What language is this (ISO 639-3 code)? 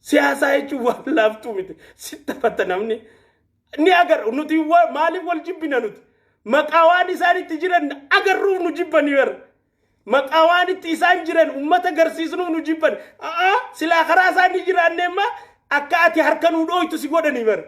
orm